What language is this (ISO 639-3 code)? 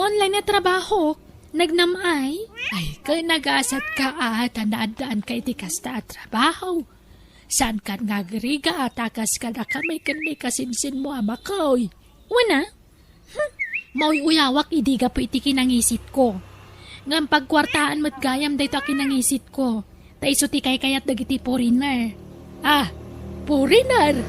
ilo